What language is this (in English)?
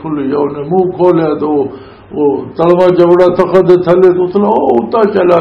Western Panjabi